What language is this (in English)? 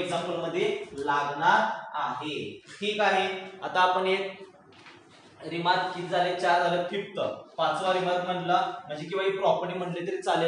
Marathi